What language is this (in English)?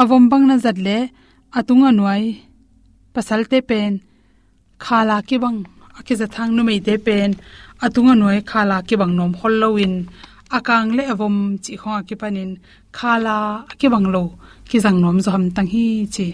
Tedim Chin